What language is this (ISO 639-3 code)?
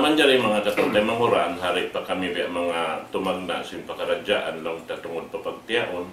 tsg